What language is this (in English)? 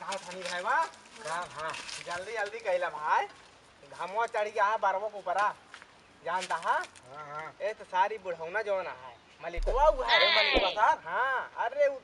Awadhi